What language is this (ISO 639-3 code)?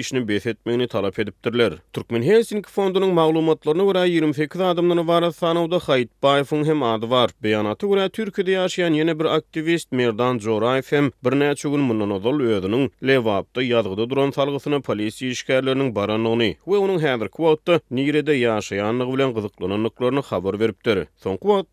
tuk